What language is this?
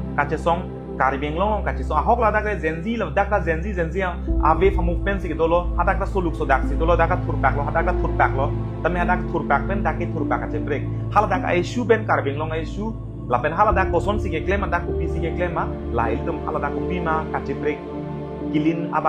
Karbi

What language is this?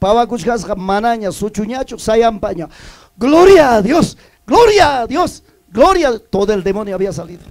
Ayacucho Quechua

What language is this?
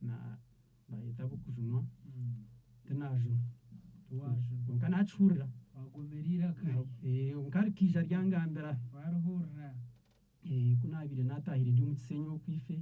Nyankole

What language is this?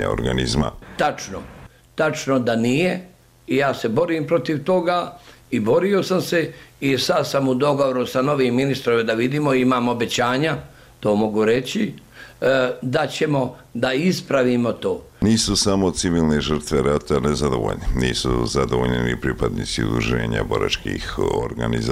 Bosnian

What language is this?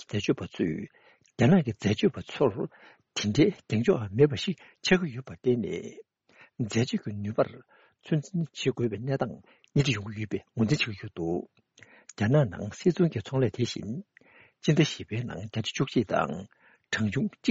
Tibetan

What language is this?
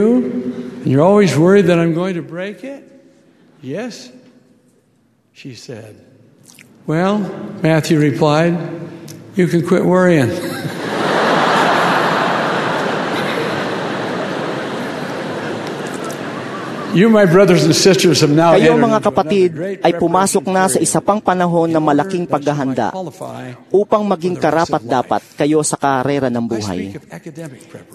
Filipino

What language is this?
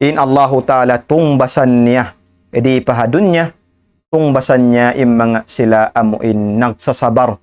Tausug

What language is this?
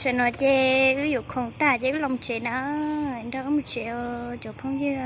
Hmong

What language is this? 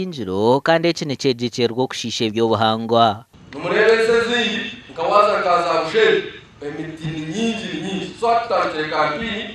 Nyankole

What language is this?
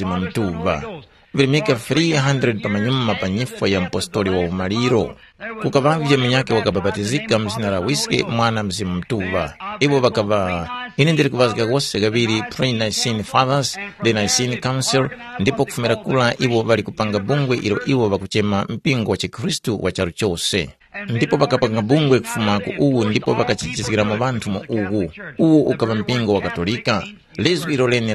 Tumbuka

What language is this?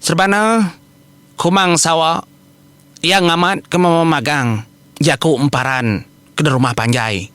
Iban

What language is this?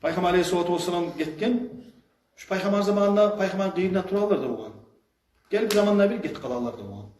Kumyk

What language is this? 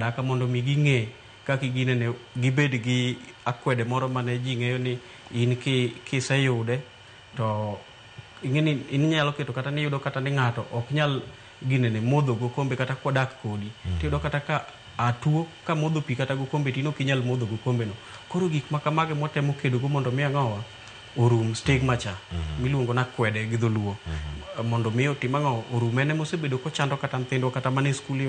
Luo (Kenya and Tanzania)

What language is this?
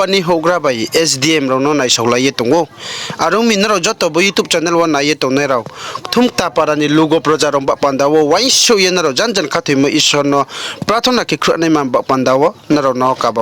Riang (India)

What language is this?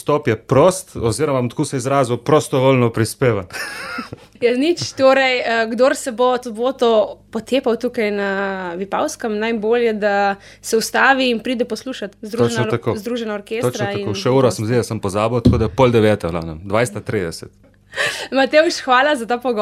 Slovenian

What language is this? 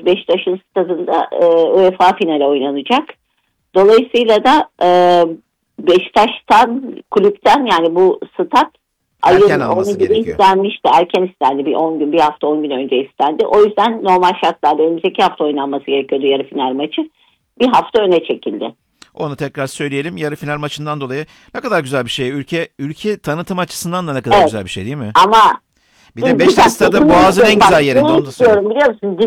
Turkish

